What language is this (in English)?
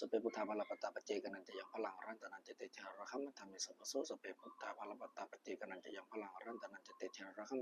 Pali